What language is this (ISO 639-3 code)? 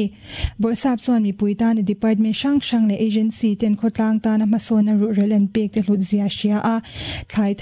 lus